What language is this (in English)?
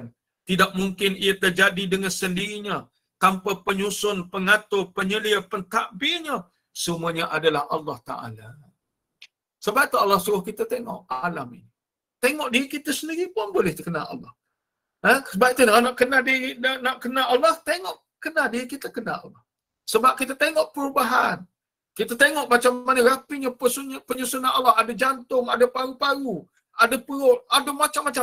Malay